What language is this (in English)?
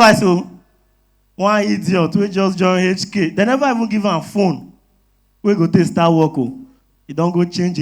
Nigerian Pidgin